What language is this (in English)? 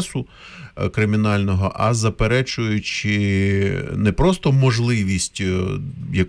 Ukrainian